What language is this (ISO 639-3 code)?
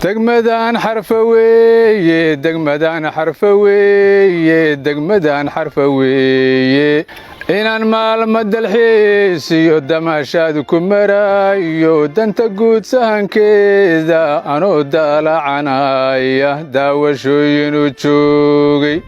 som